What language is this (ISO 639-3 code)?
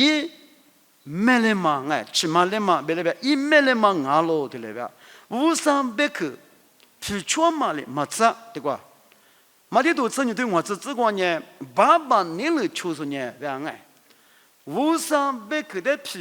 lis